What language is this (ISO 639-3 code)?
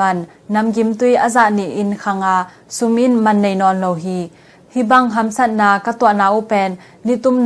ctd